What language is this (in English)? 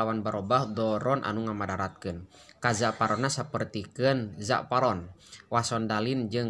Sundanese